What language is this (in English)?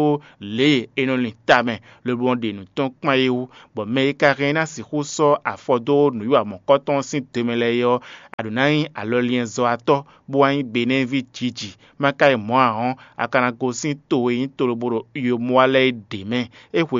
Fon